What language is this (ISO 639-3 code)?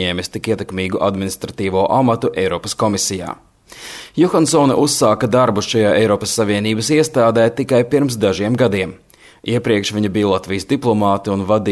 lav